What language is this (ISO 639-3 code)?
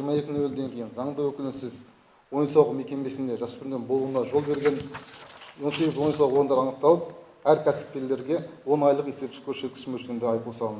kaz